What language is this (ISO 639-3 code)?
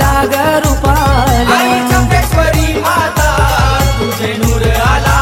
mar